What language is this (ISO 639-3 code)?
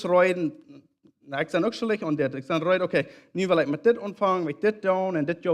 pdt